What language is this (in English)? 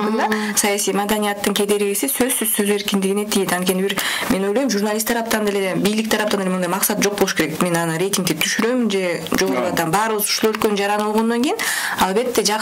Kyrgyz